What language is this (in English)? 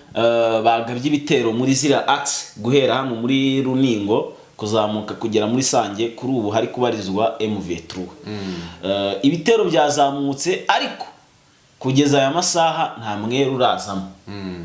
Kinyarwanda